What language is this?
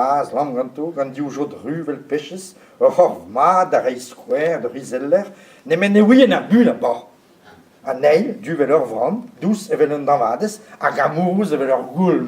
Breton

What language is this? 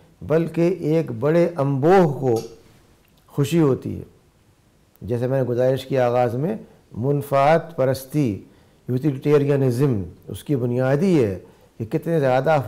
Urdu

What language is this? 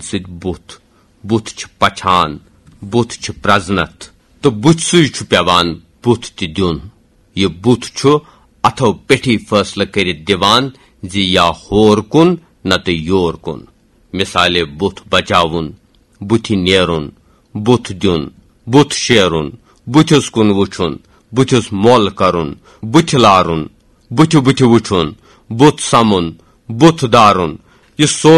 Kashmiri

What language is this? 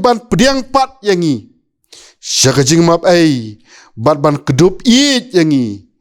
Khasi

